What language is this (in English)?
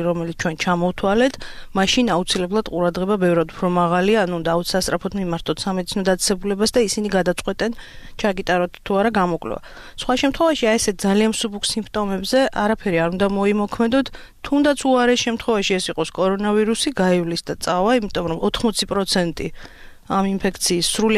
Georgian